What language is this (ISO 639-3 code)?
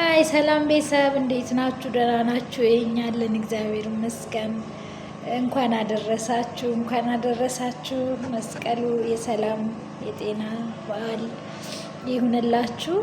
amh